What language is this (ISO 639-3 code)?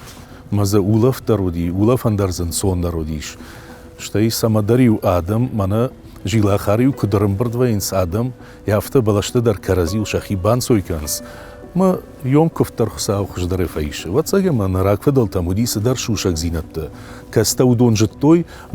oss